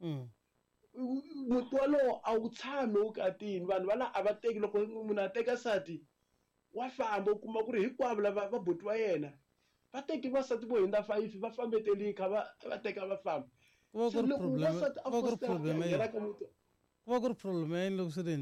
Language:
Tsonga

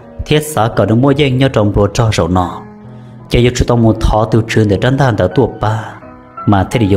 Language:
Hmong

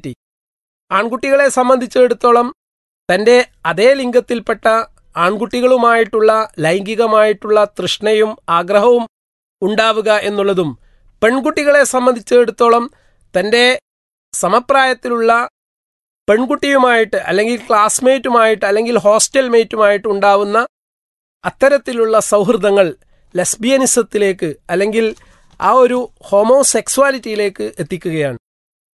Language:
Malayalam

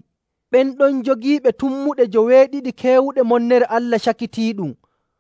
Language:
Nigerian Fulfulde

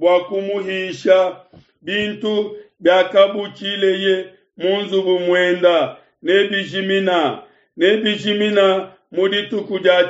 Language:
Luba-Lulua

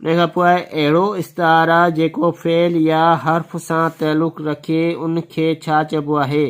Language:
Sindhi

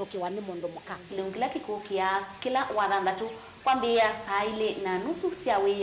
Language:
Kamba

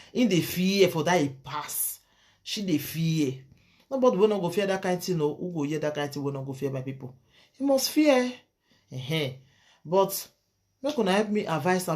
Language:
Nigerian Pidgin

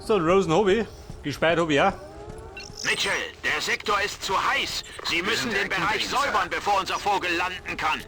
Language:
Bavarian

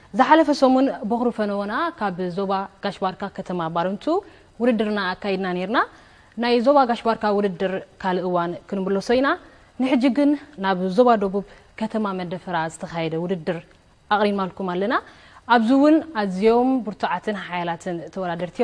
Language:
Tigrinya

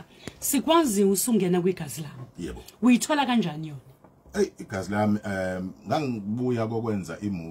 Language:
Zulu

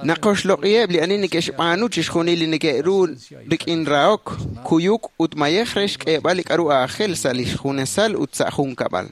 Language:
Kekchí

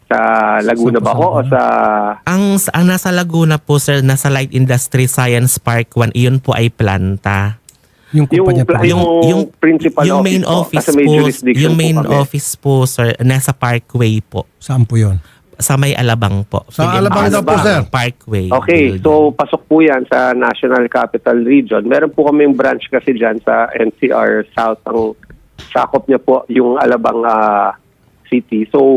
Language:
Filipino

